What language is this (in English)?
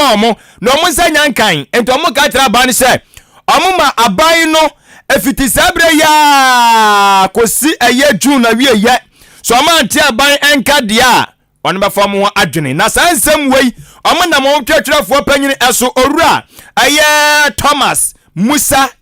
Akan